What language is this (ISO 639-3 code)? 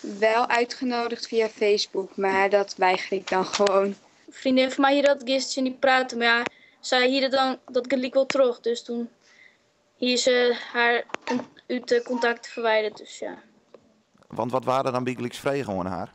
fry